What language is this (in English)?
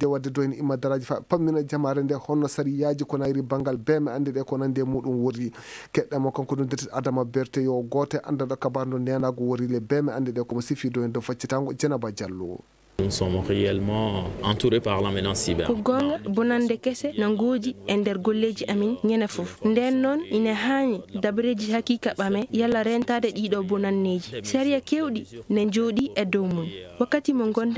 Maasina Fulfulde